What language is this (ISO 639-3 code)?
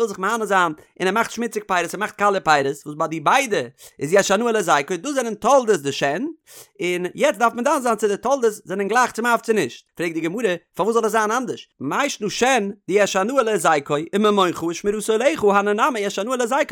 yid